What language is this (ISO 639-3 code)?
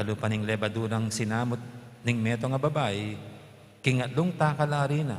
pam